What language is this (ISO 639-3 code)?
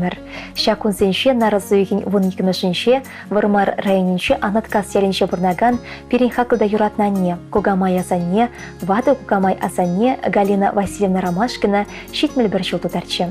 chv